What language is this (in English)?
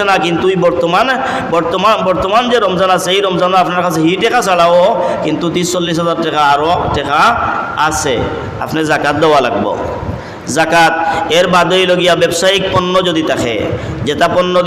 Sylheti